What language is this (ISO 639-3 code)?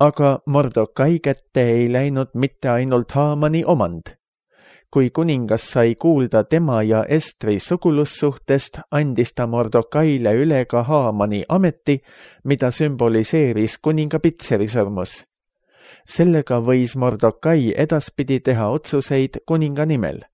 est